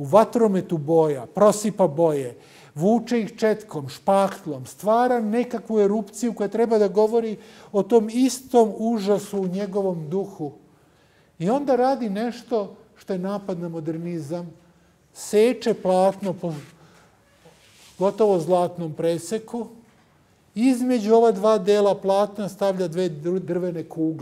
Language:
Serbian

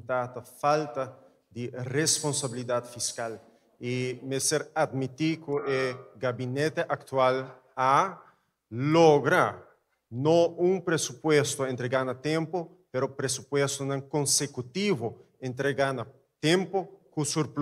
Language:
Papiamento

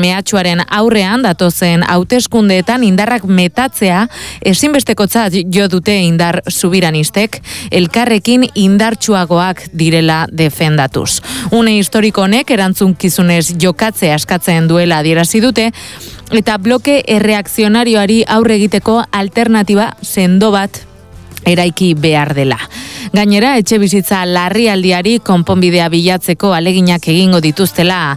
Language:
Basque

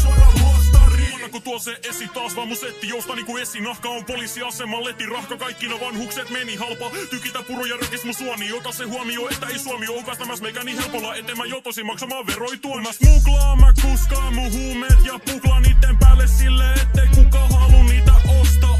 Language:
Finnish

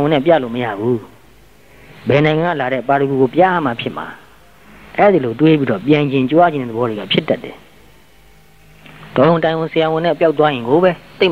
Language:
Burmese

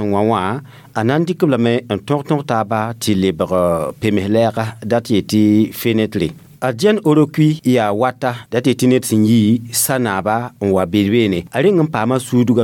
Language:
Mossi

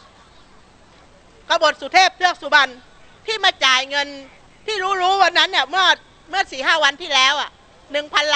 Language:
Thai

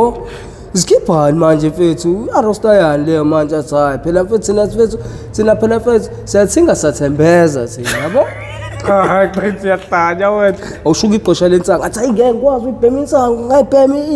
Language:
Zulu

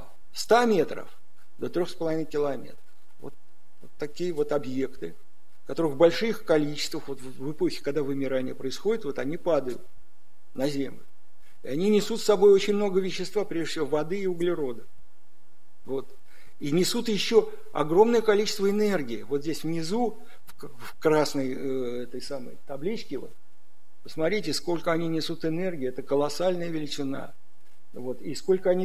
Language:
Russian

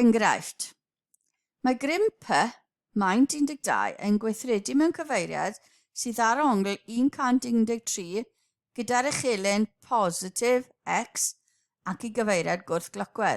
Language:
Welsh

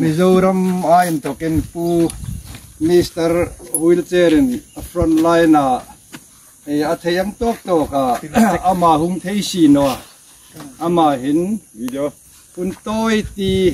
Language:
Hmar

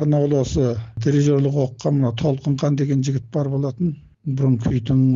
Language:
Kazakh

